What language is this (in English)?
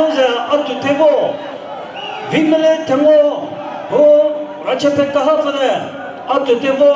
Chokri Naga